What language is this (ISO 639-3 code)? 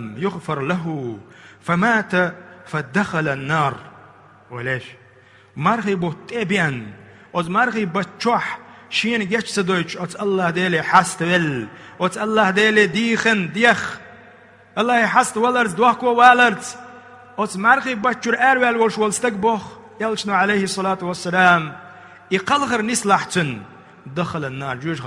che